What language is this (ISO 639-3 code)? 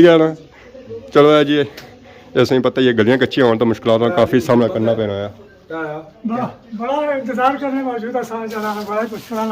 phr